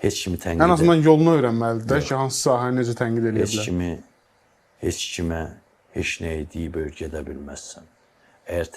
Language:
Azerbaijani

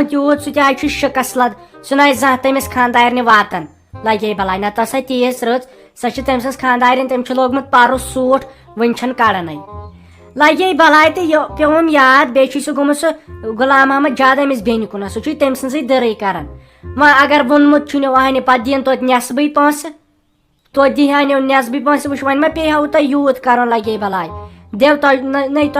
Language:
Kashmiri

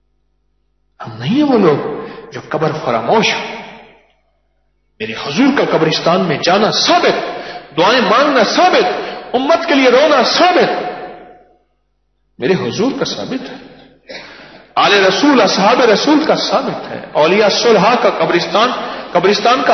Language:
Urdu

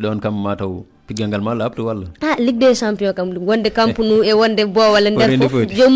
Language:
Fula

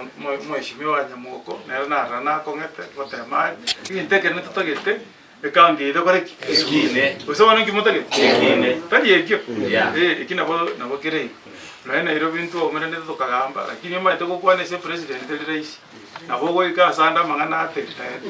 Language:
Gusii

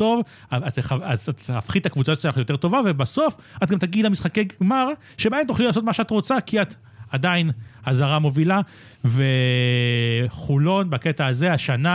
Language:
Hebrew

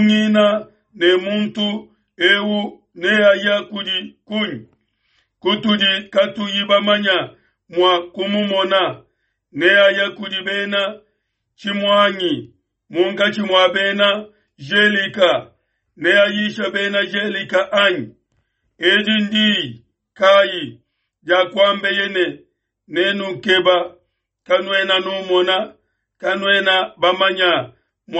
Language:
Luba-Lulua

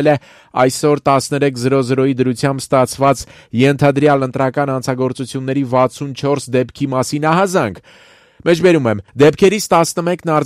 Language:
Armenian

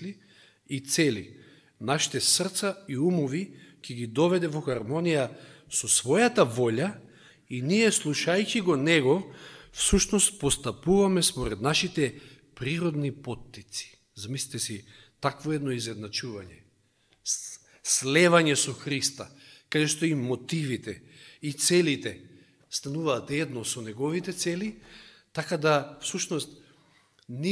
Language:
Macedonian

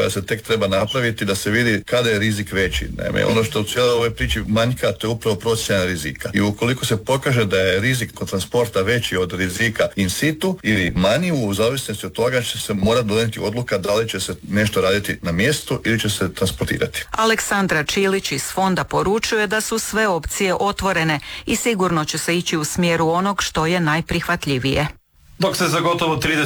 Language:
Croatian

